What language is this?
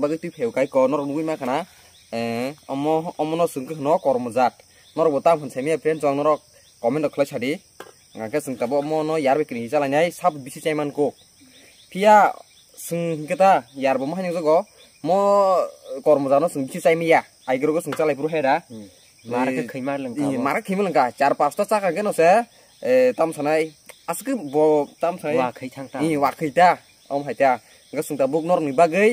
Kok Borok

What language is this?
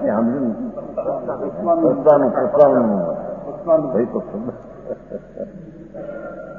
Gujarati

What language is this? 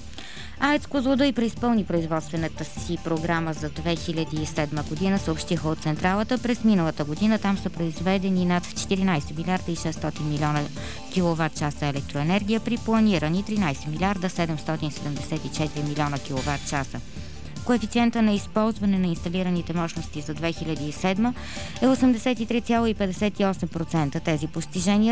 Bulgarian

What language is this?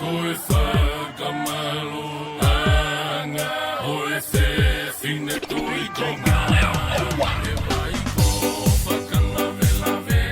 Tongan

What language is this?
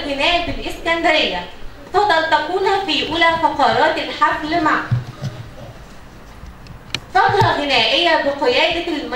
Arabic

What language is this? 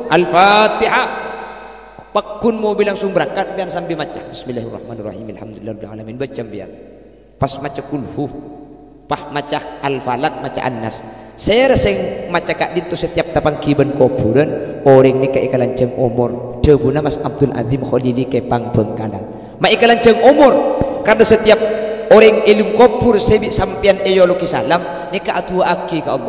Madurese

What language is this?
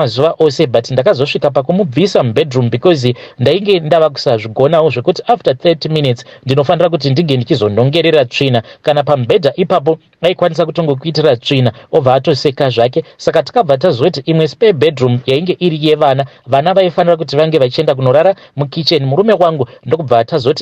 Shona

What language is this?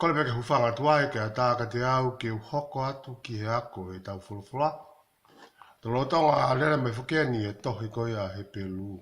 Tongan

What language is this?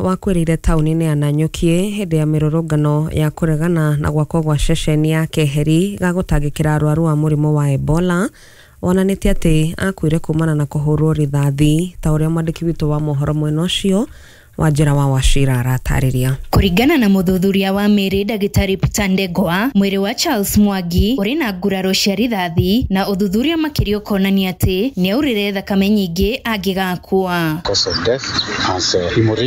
Kikuyu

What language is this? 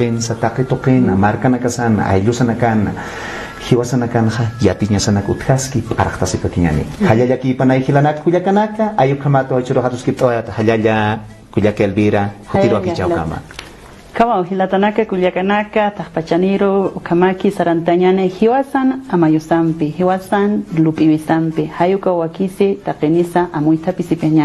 Aymara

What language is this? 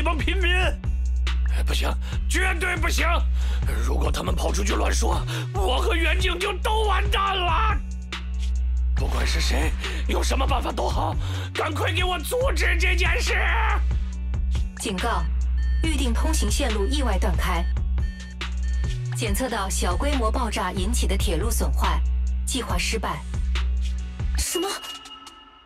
Chinese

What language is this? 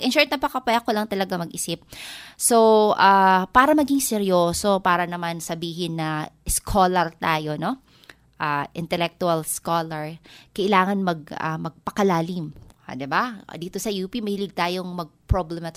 Filipino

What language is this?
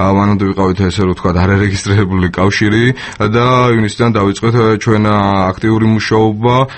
Georgian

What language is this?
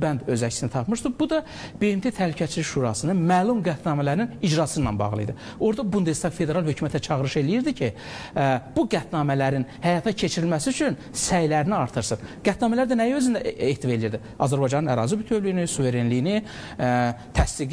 Azerbaijani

